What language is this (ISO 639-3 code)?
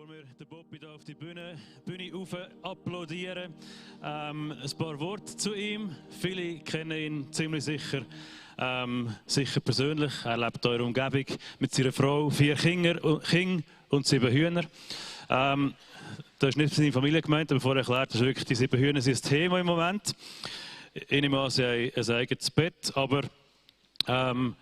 gsw